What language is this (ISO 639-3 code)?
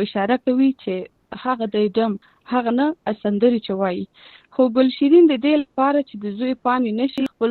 pus